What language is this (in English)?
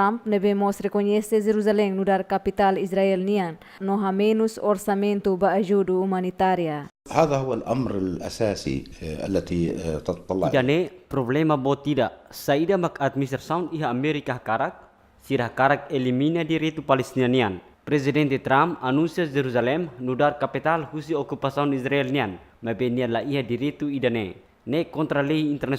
Tetum